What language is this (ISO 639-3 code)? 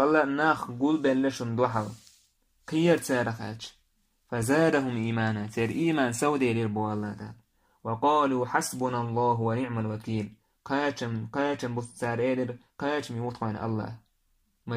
che